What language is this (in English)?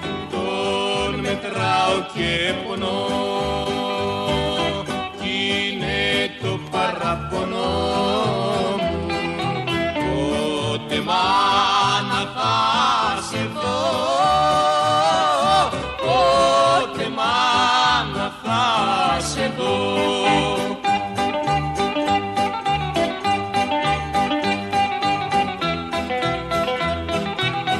Greek